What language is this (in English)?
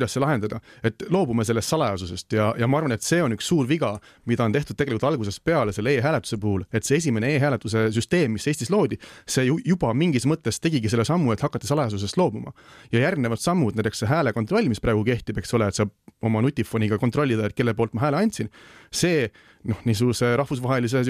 Estonian